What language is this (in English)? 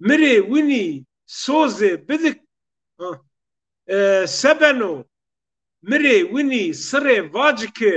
Zaza